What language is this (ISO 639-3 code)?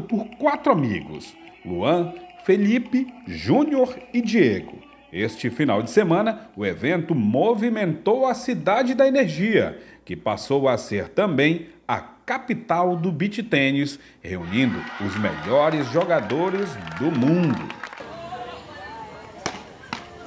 por